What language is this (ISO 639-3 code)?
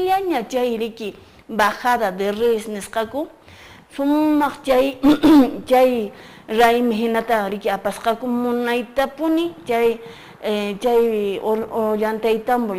que